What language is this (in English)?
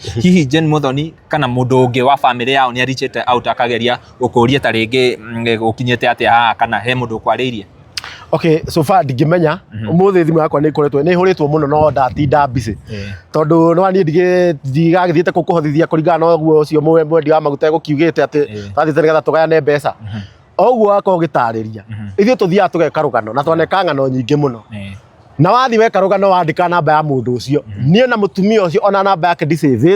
Kikuyu